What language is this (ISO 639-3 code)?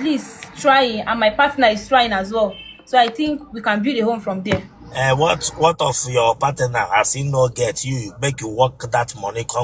ibo